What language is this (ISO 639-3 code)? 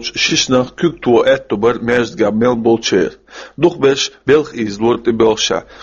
che